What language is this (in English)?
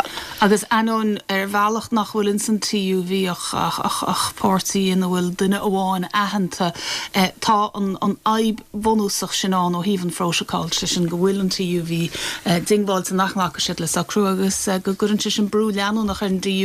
Irish